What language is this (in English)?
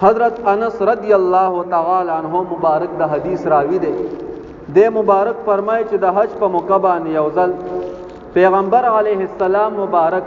Pashto